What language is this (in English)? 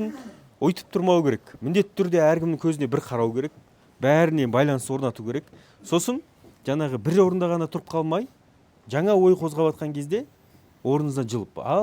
Kazakh